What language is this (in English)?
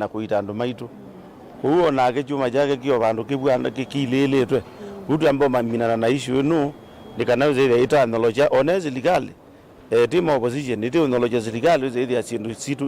Kamba